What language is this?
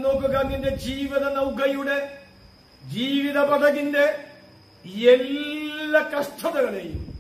Malayalam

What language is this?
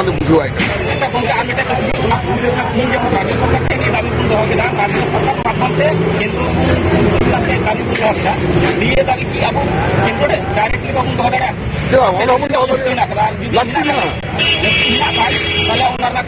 Santali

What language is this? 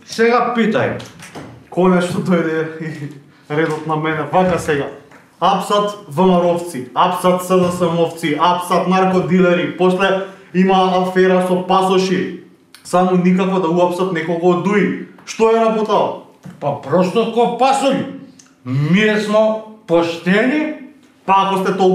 Macedonian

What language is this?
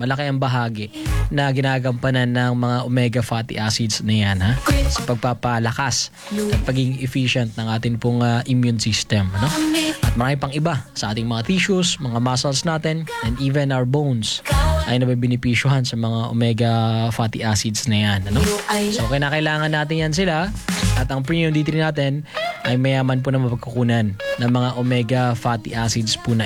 Filipino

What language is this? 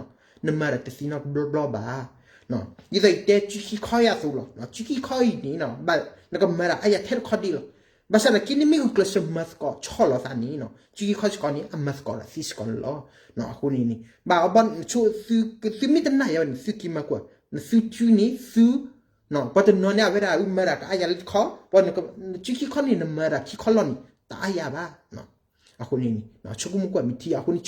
S'gaw Karen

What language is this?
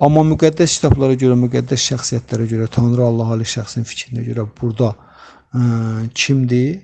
Azerbaijani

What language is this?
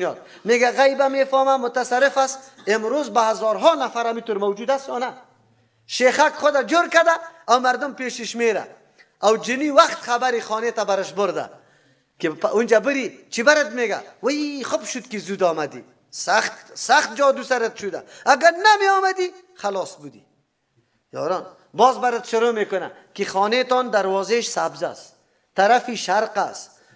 Persian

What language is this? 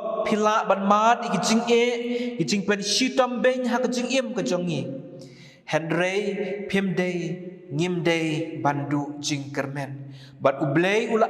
Khasi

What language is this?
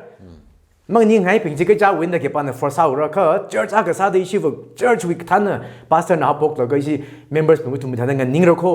Tangkhul Naga (India)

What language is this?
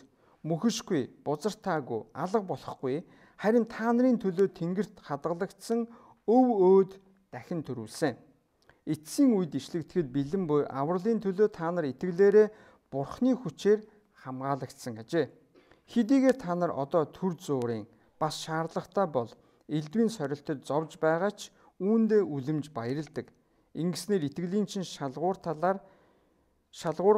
Mongolian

